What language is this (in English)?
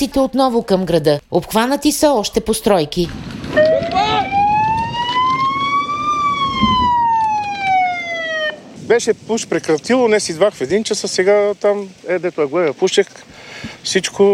Bulgarian